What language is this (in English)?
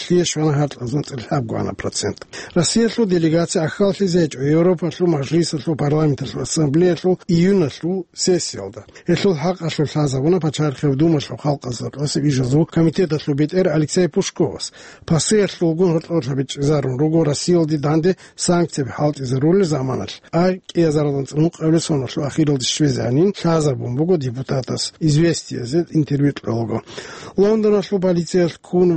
Avaric